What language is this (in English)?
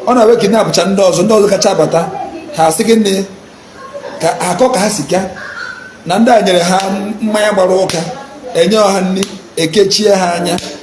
Igbo